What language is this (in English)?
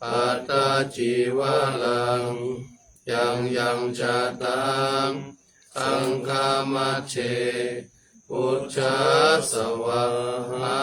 Pali